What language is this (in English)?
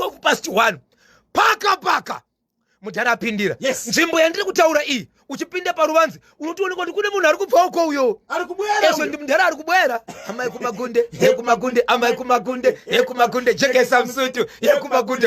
Shona